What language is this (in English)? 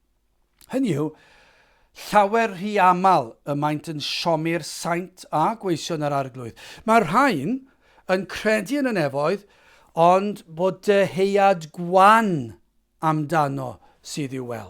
Welsh